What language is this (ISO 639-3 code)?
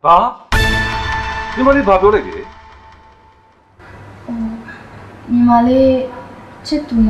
mya